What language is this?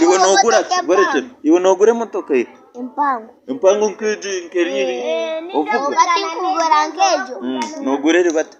Nyankole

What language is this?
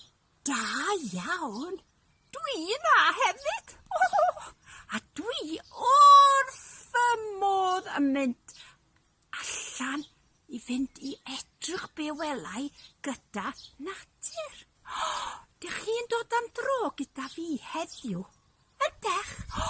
Welsh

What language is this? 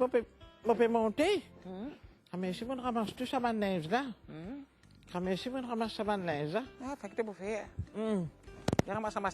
Morisyen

